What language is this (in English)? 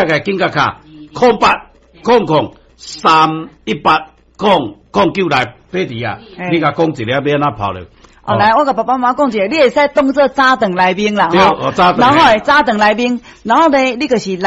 Min Nan Chinese